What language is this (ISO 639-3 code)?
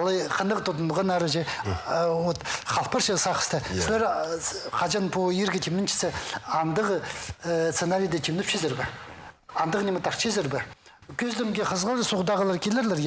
kjh